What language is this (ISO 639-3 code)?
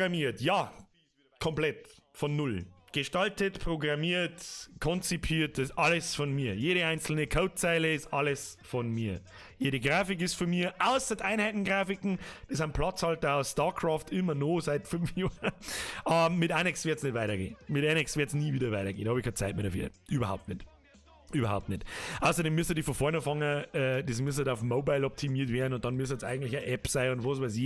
bar